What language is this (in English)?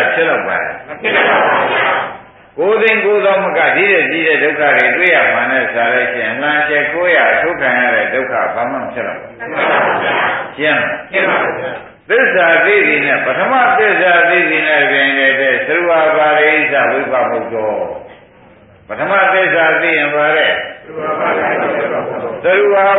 Burmese